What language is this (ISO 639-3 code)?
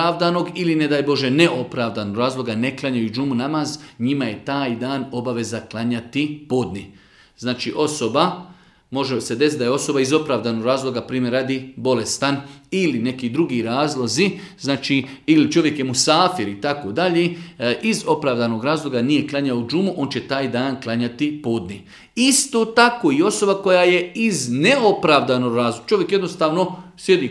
bos